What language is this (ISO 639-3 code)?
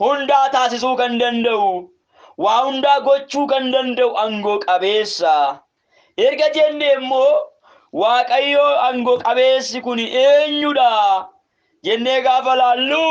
orm